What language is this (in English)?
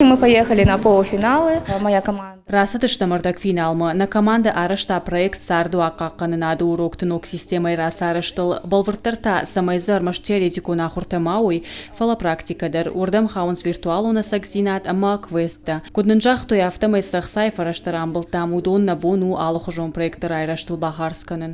Ossetic